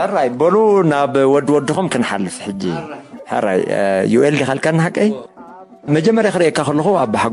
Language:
Tigrinya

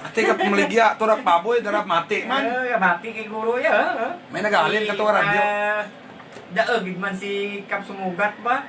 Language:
Hiligaynon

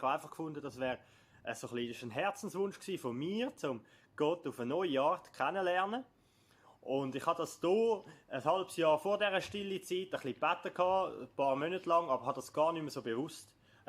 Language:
Swiss German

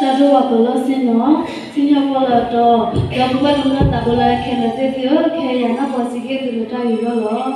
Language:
S'gaw Karen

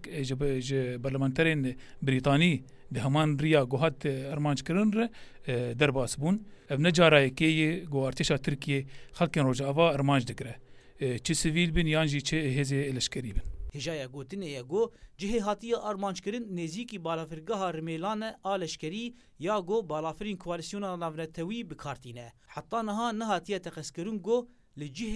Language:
Kurdish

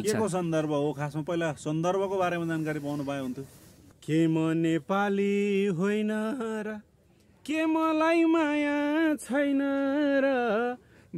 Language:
Nepali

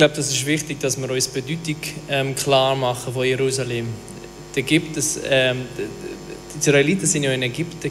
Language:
Swiss German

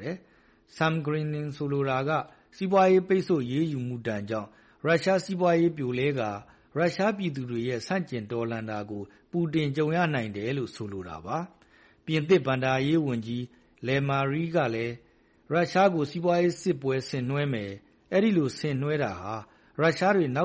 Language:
Burmese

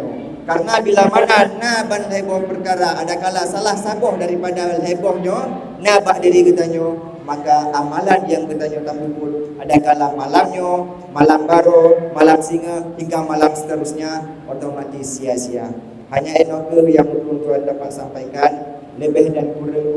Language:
Achinese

